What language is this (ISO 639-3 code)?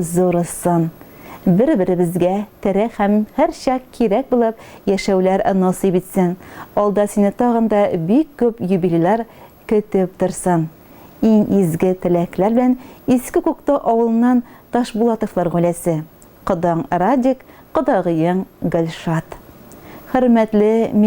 tat